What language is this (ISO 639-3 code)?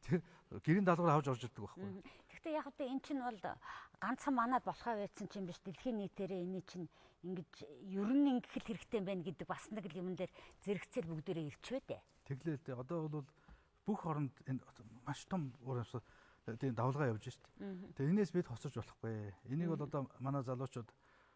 mon